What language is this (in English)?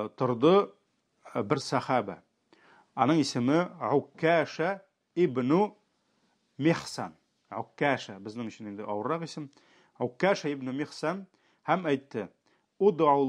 Tatar